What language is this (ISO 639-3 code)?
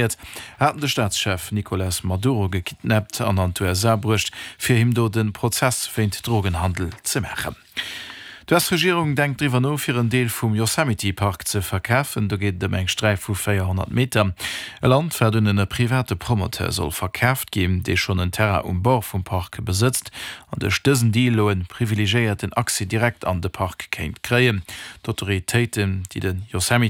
ltz